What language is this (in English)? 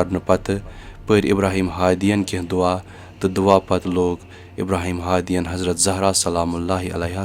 Kashmiri